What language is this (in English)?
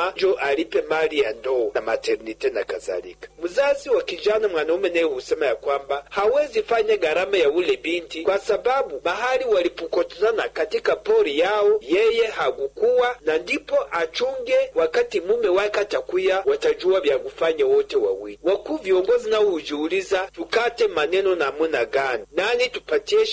Swahili